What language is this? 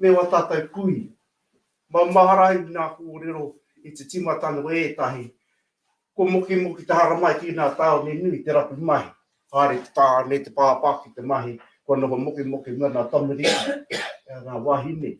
Māori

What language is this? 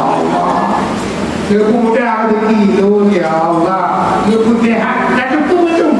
Achinese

